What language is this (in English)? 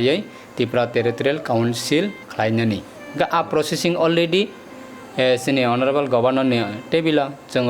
Kok Borok